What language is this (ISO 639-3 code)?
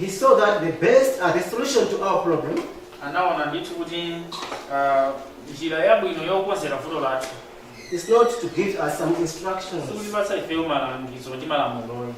nya